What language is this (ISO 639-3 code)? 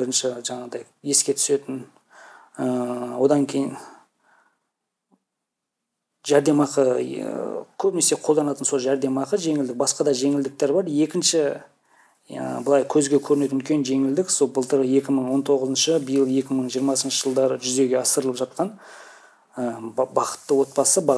kaz